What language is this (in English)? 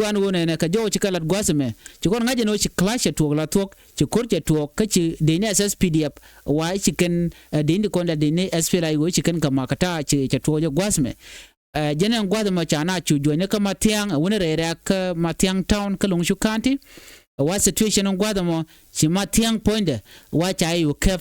Nuer